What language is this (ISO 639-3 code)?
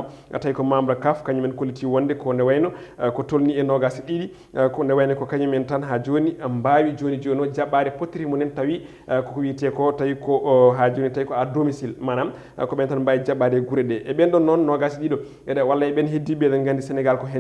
ful